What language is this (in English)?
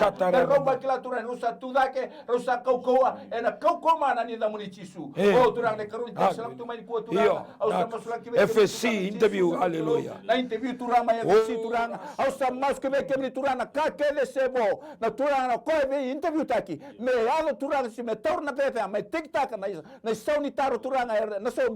Fijian